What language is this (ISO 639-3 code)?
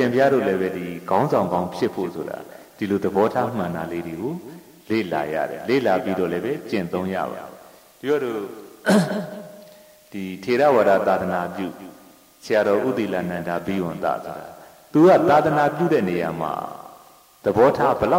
mya